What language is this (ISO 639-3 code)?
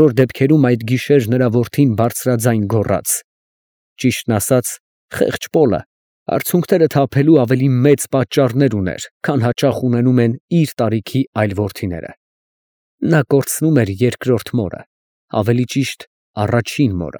hye